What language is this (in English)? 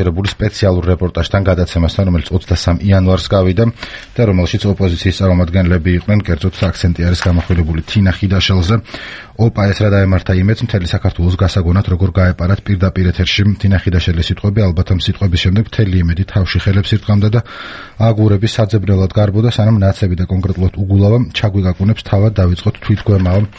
Georgian